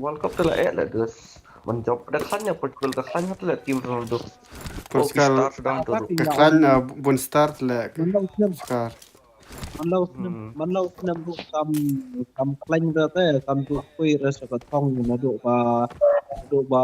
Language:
Khasi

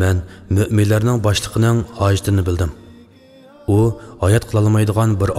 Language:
Uyghur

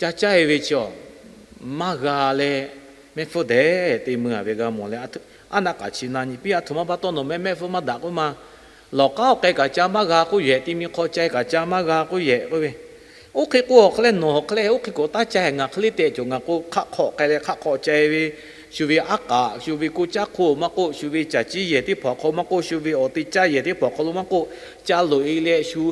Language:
Lahu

